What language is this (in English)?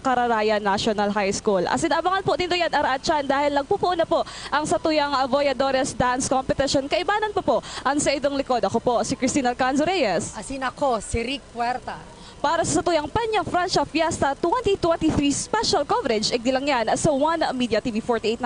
Bikol